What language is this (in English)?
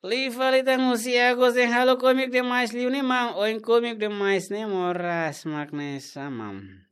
Tetum